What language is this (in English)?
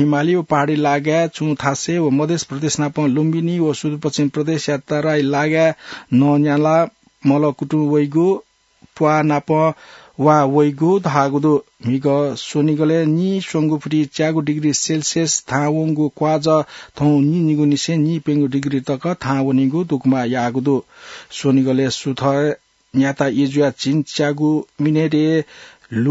Newari